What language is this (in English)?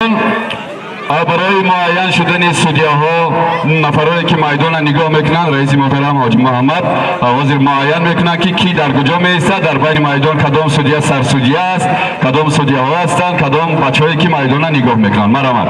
Tajik